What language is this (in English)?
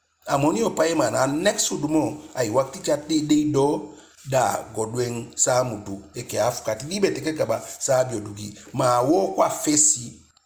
Eastern Maroon Creole